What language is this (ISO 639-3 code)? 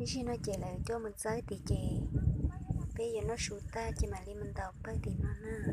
hmn